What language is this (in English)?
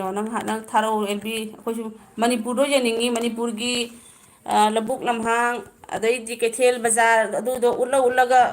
Manipuri